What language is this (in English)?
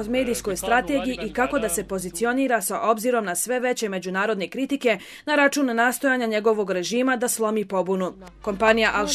Croatian